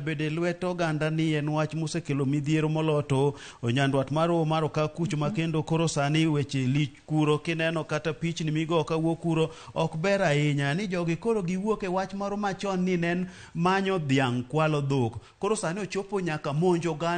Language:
Luo (Kenya and Tanzania)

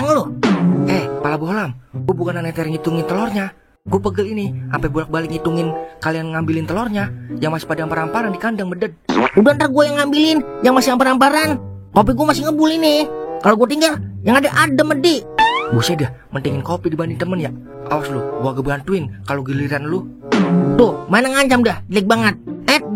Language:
Betawi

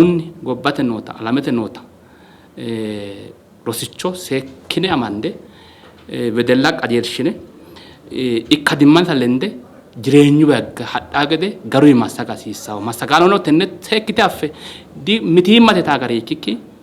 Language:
Sidamo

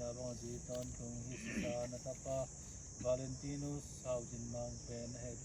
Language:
Tedim Chin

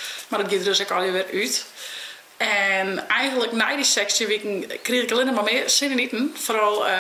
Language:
Western Frisian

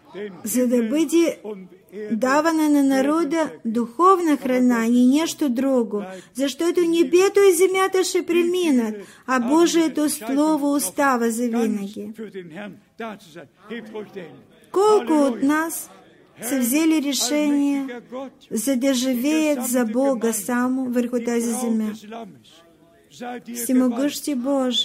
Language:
Bulgarian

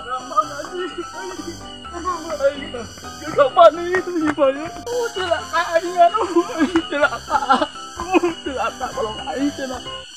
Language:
Sundanese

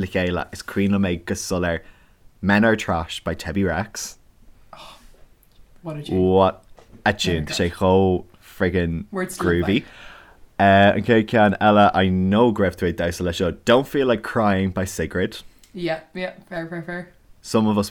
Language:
Irish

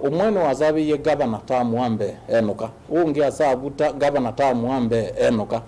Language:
Kamba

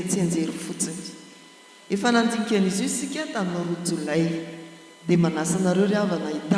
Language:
Malagasy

